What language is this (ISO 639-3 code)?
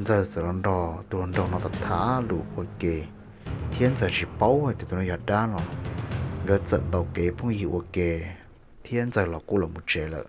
hmn